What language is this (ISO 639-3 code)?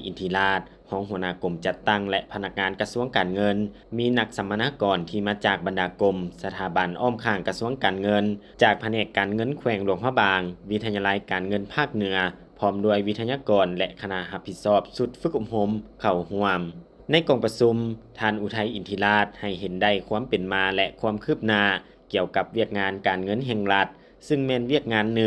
lao